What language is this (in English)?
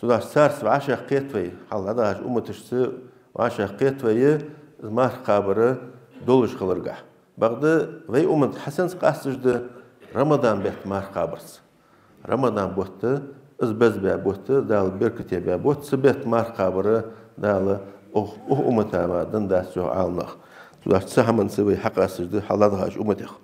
Ingush